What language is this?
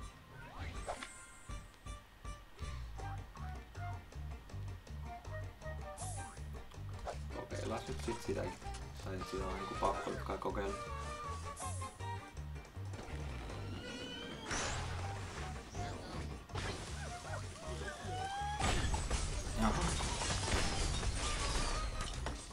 Finnish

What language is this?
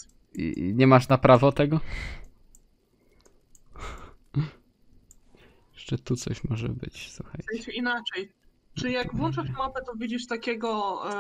Polish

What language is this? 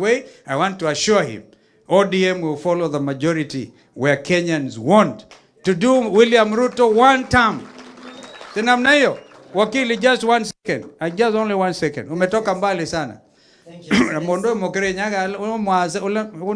Kamba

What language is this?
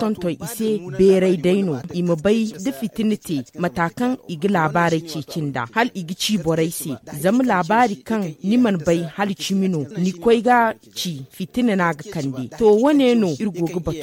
Zarma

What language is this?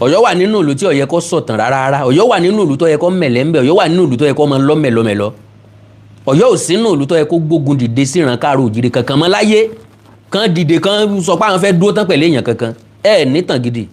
Yoruba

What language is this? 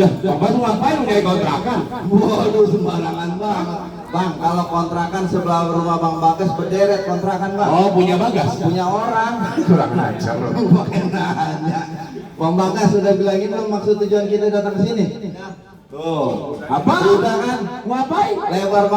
Betawi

